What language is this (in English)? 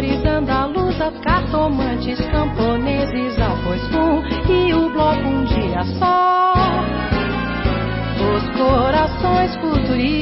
Portuguese